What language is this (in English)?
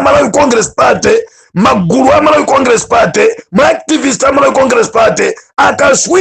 Nyanja